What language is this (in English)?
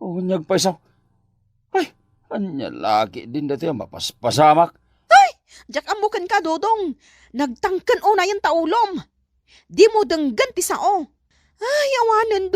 Iloko